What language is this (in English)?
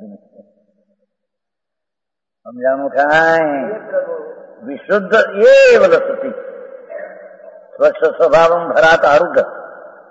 Gujarati